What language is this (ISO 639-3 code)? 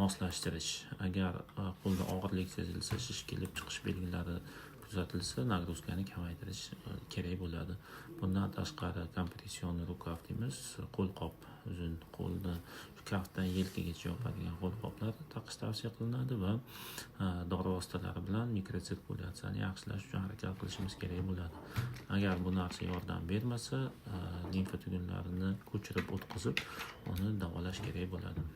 uzb